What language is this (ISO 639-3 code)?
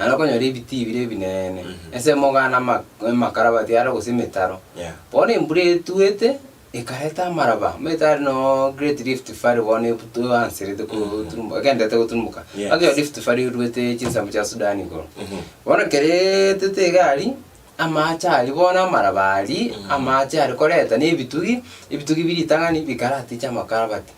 guz